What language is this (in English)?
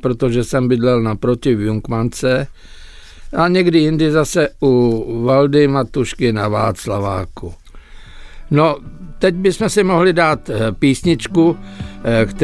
Czech